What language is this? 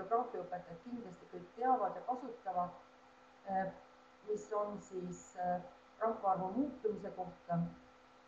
Estonian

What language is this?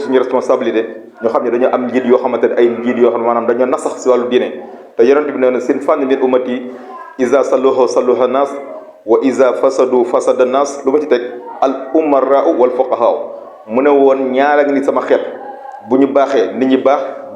Wolof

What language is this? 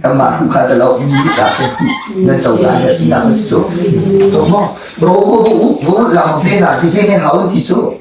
Hakha Chin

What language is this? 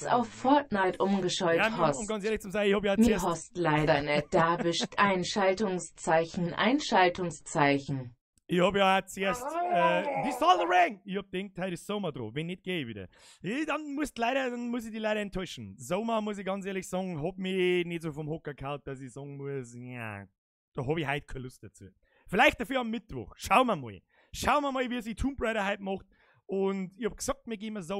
Bavarian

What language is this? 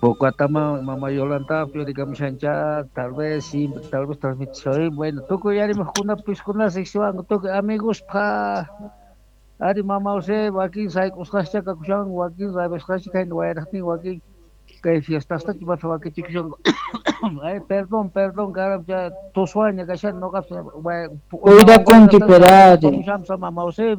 South Bolivian Quechua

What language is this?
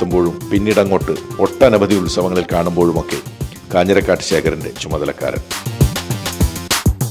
Malayalam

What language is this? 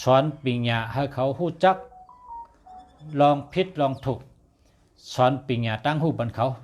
Shan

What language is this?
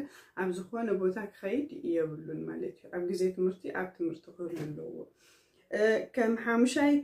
Tigrinya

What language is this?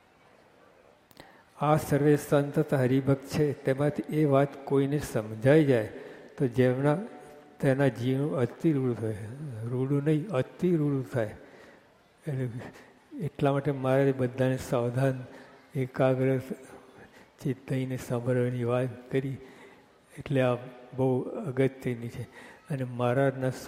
Gujarati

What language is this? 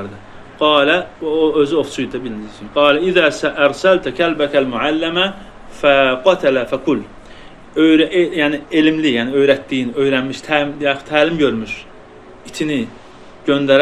Azerbaijani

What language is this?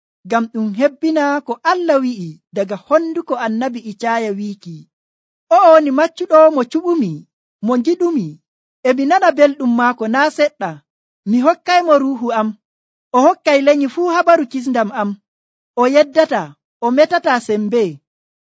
Nigerian Fulfulde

